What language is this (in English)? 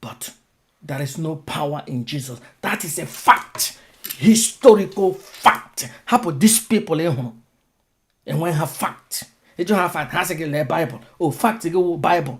Igbo